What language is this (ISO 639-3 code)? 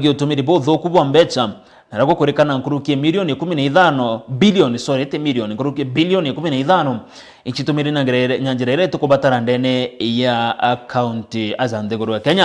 mer